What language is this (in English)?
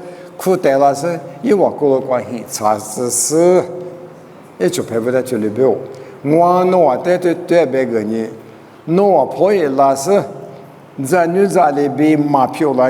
Lisu